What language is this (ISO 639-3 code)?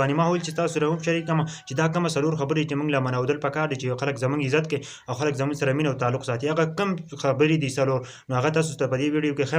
pus